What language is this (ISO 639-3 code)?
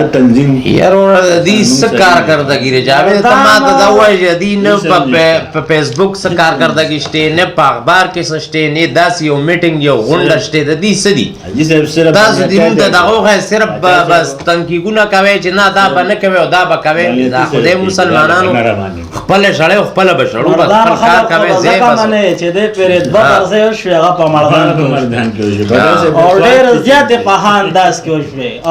pus